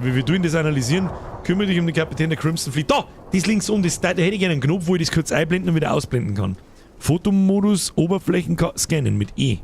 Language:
Bavarian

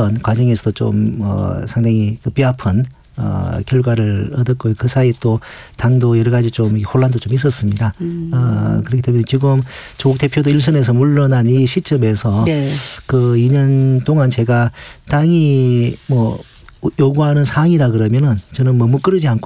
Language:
Korean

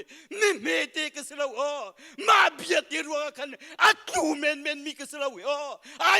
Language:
Hakha Chin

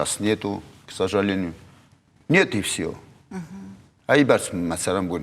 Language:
Ossetic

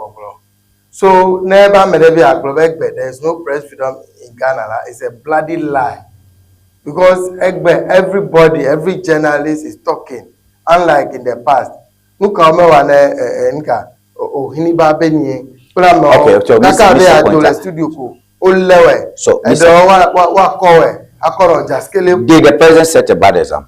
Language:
Ewe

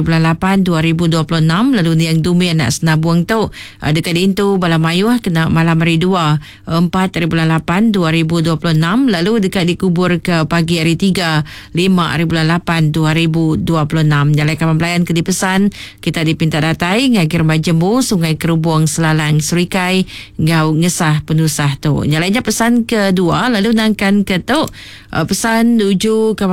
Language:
Iban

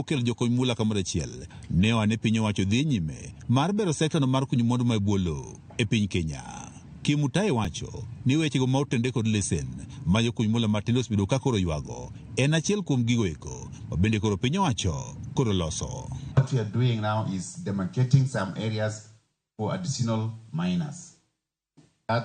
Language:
Luo (Kenya and Tanzania)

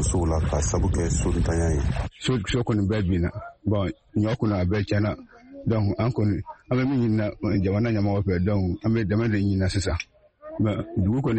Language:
Bambara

